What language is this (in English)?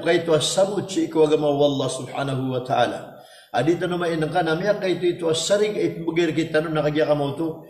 Maranao